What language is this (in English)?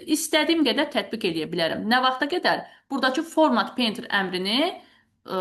Azerbaijani